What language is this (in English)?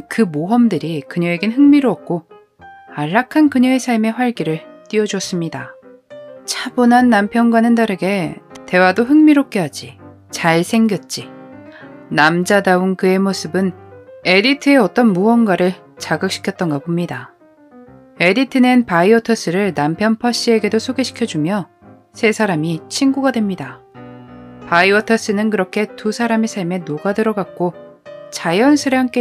Korean